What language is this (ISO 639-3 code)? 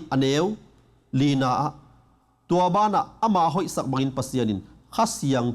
ctd